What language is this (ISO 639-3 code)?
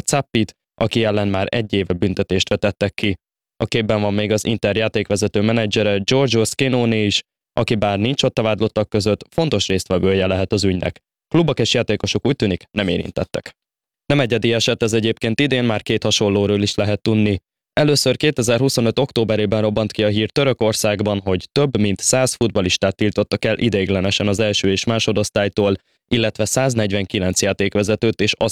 hun